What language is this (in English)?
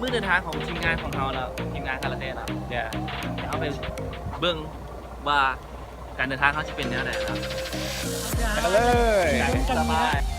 Lao